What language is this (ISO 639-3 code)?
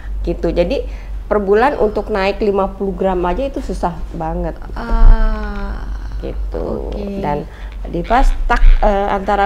ind